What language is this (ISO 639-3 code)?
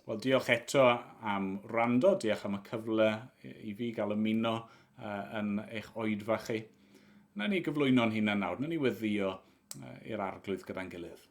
cym